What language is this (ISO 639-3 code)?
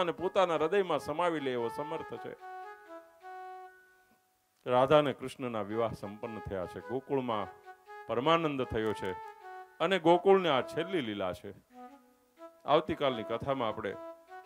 guj